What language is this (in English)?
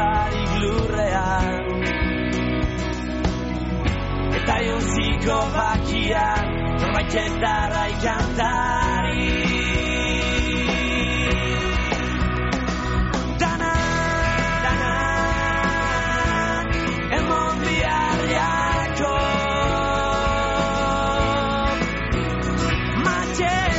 Basque